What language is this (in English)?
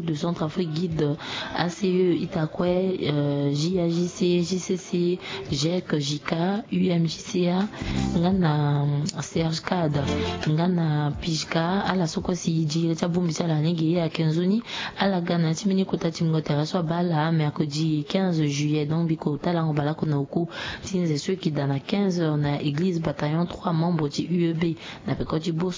Sango